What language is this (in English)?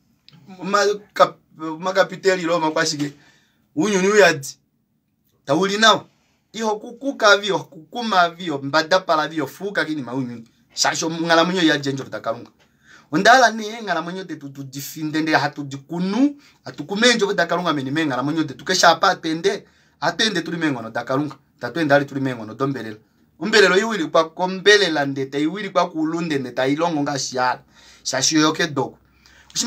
Kuanyama